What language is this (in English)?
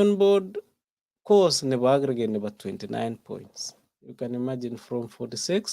Kalenjin